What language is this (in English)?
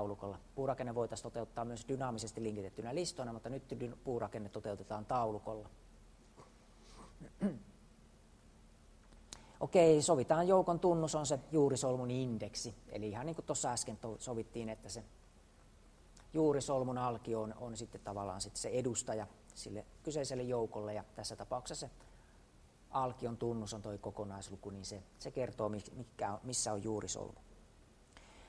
Finnish